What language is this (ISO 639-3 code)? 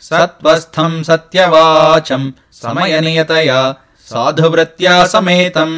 san